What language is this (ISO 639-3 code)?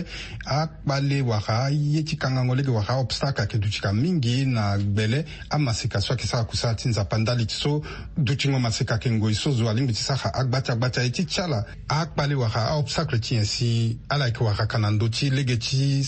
sag